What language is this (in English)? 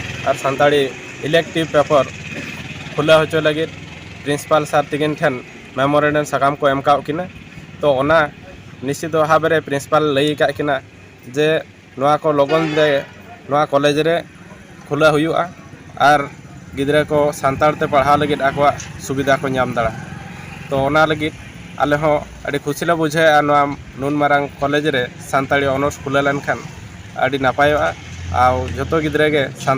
Santali